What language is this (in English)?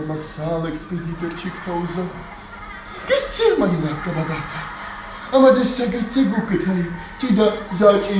Ossetic